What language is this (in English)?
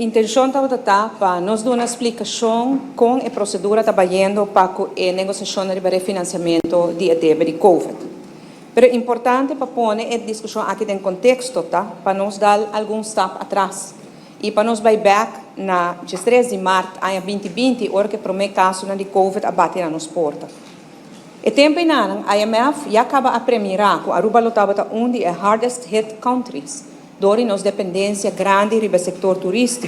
Papiamento